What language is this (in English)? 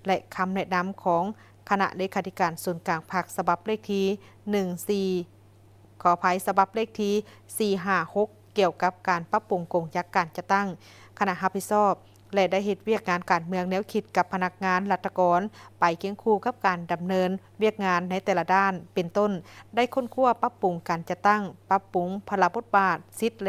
Lao